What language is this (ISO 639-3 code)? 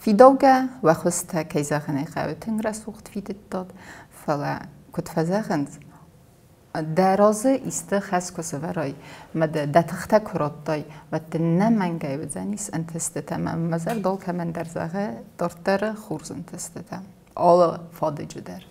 oss